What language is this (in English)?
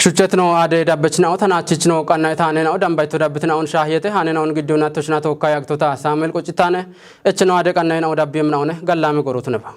Kafa